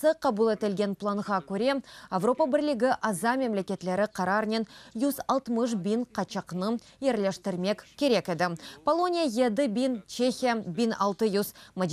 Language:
Crimean Tatar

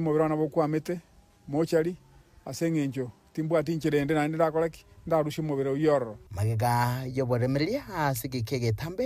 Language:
Gusii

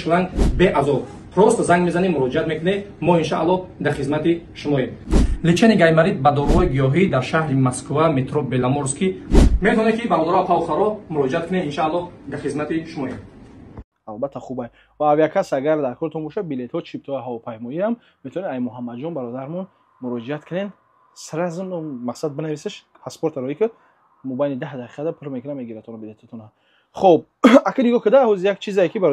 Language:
Tajik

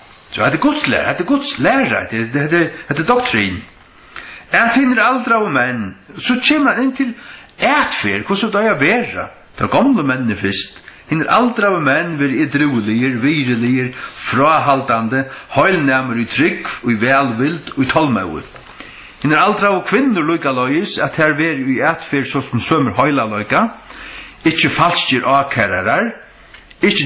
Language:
Faroese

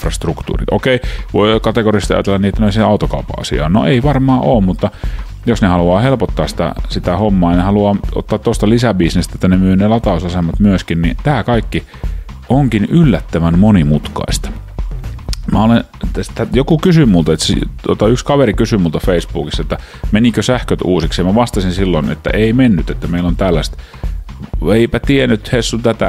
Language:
Finnish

